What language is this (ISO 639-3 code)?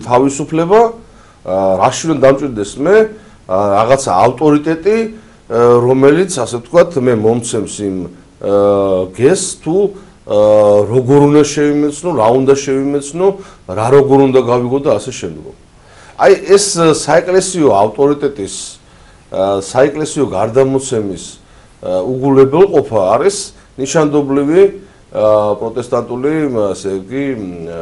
kat